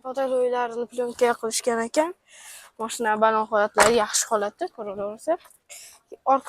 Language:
Uzbek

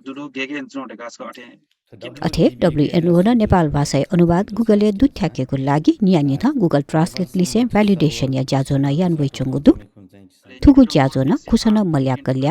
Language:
Newari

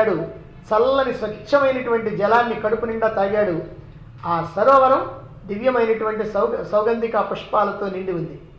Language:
Telugu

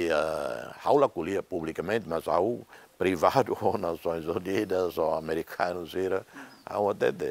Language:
Tetum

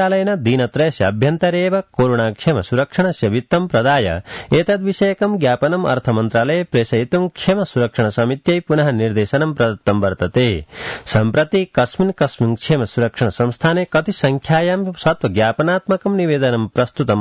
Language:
Sanskrit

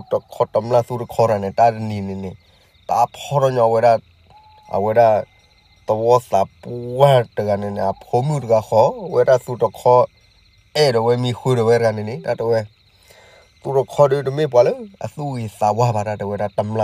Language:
S'gaw Karen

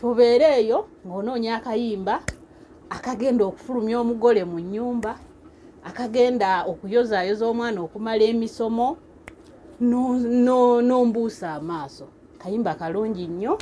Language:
Ganda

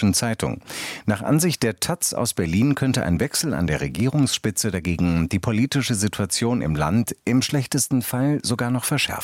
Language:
German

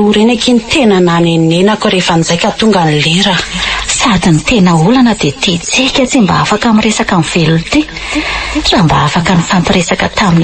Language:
Malagasy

